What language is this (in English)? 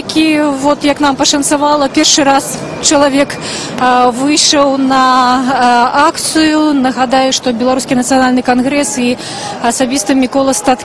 Belarusian